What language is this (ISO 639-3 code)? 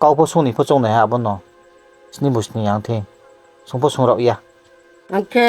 ria